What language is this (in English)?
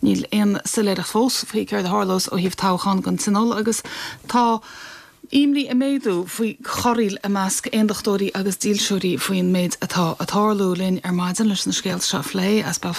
Irish